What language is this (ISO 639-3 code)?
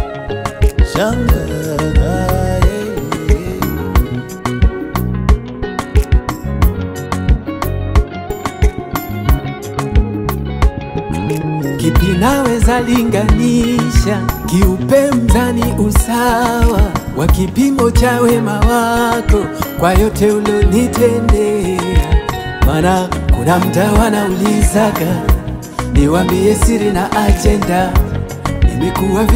swa